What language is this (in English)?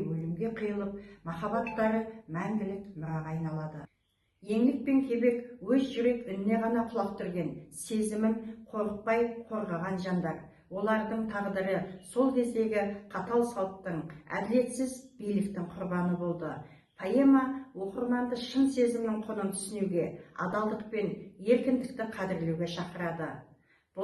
Kazakh